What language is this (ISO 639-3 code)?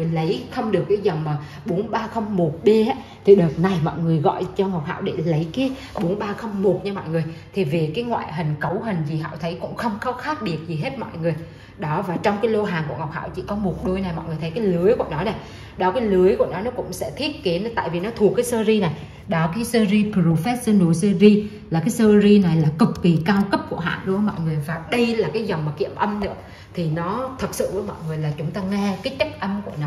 vie